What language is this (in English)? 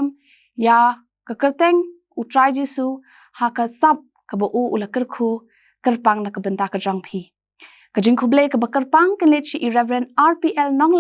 Khasi